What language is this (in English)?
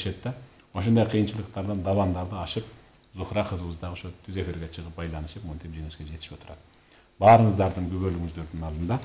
Kyrgyz